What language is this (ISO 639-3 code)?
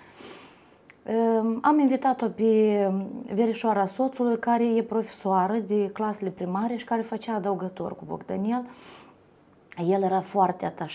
ron